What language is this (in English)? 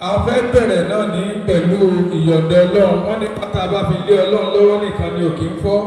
Yoruba